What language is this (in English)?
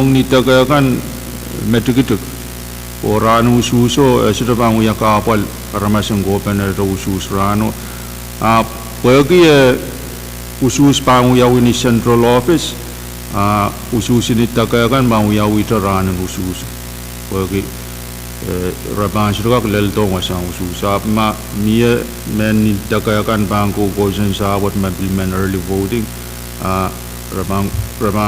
Pohnpeian